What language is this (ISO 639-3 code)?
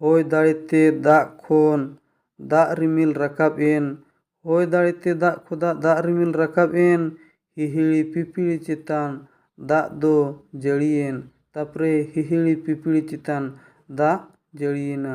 sat